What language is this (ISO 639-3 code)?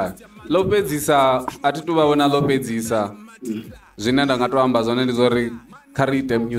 ven